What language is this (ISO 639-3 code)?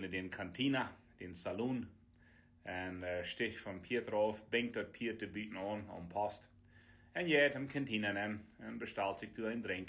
pdt